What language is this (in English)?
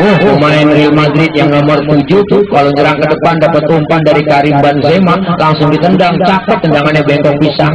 Betawi